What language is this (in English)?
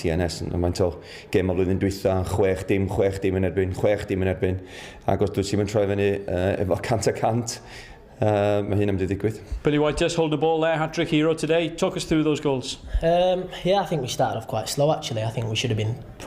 Welsh